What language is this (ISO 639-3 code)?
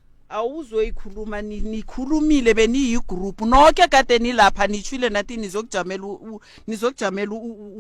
nso